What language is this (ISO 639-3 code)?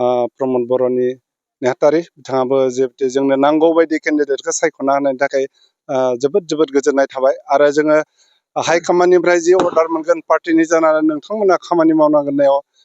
brx